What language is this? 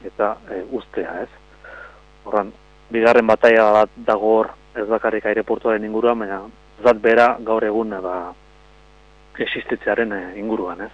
Basque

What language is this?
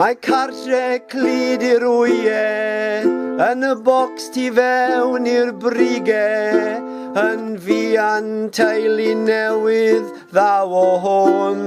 Welsh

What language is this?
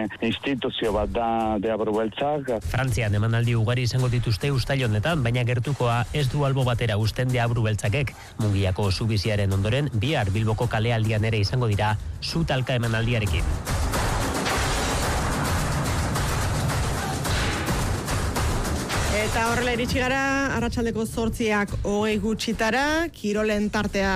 Basque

